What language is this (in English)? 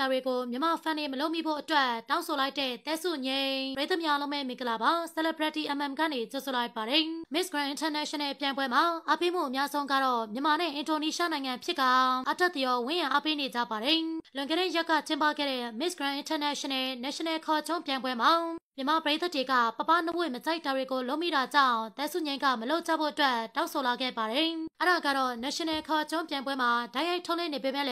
Burmese